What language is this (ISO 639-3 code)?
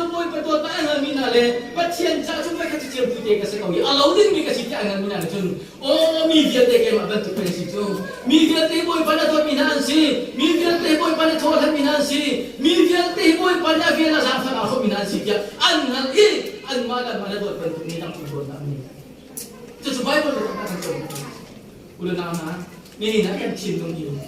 cnh